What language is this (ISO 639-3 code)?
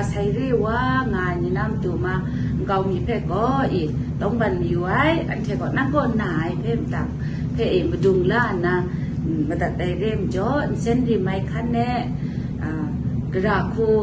kac